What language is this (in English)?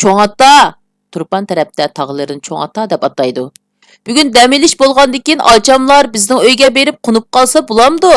Uyghur